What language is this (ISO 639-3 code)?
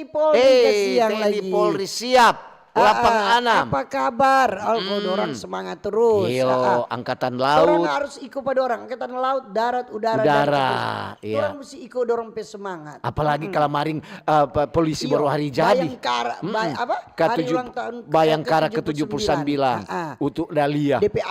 xmm